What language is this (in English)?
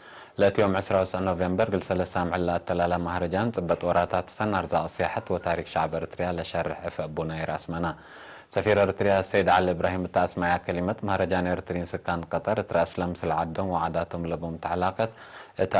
Tigre